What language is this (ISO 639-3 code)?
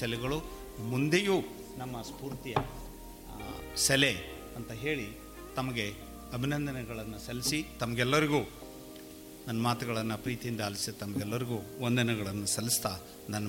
kan